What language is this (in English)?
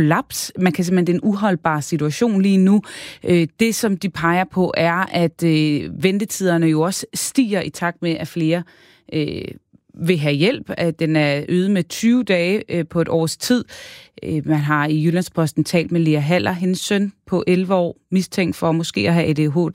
Danish